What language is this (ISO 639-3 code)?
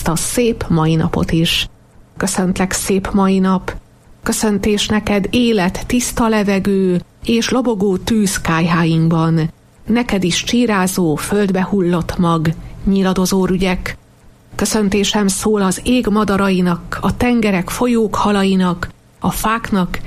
hun